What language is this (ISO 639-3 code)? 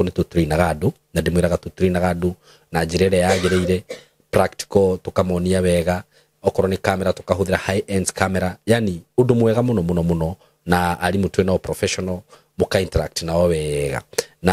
kik